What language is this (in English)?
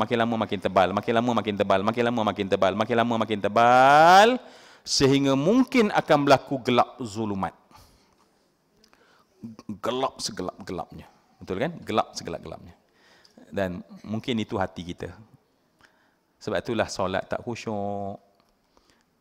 Malay